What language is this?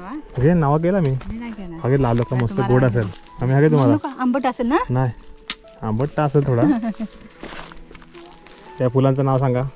Marathi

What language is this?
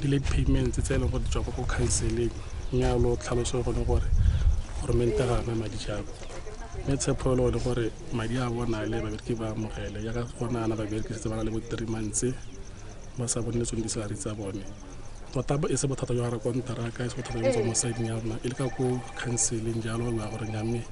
Tswana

